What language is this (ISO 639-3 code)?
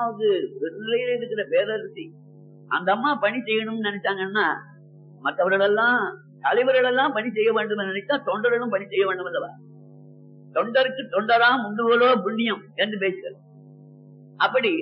tam